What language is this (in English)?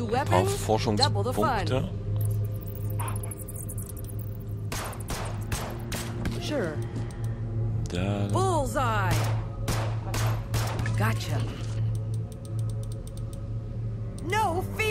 German